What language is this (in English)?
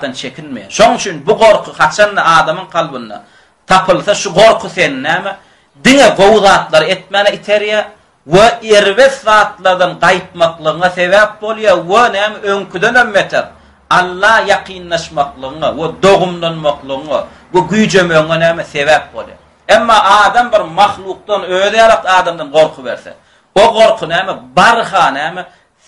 Turkmen